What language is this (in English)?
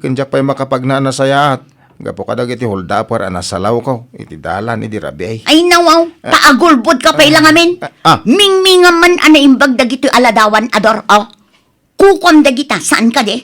Iloko